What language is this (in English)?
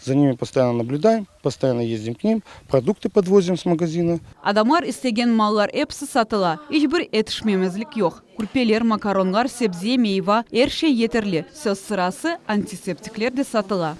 Crimean Tatar